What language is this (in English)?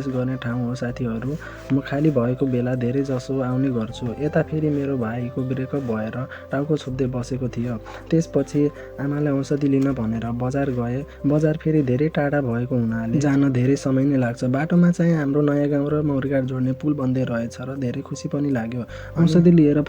Nepali